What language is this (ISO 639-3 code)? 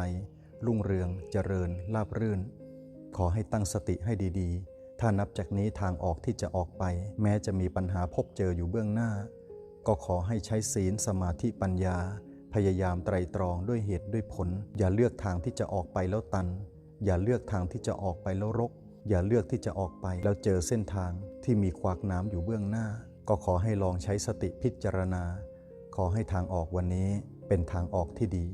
lao